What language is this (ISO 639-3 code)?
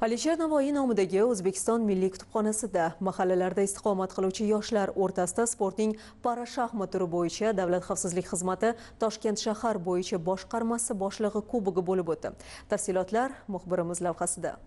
uzb